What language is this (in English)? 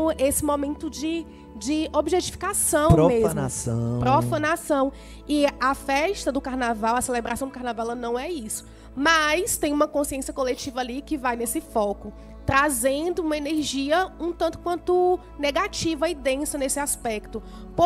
Portuguese